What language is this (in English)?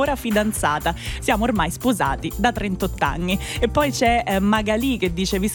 Italian